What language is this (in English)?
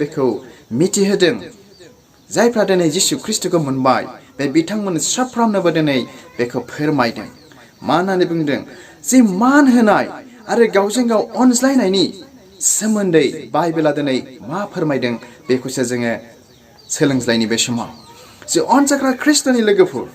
Bodo